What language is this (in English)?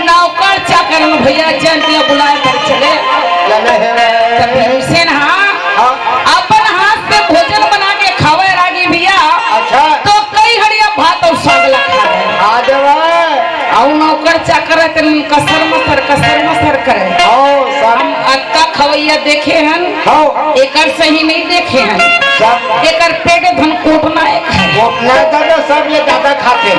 Chhattisgarhi